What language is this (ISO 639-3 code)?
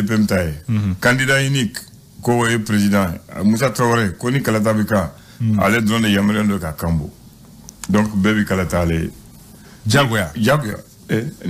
bam